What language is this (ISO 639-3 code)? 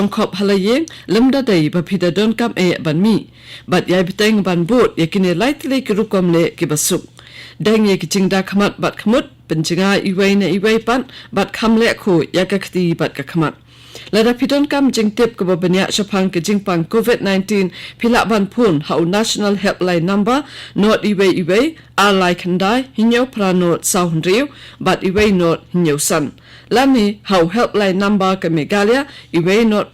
kha